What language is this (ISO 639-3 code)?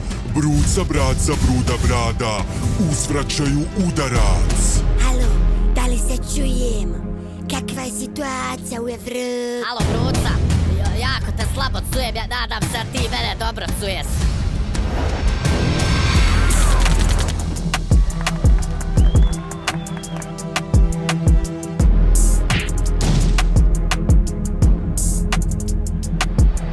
bos